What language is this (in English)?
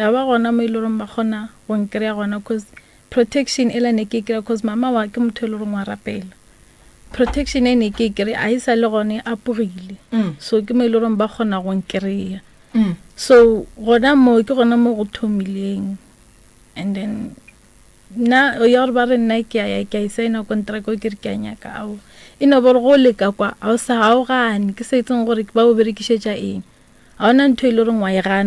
Northern Sotho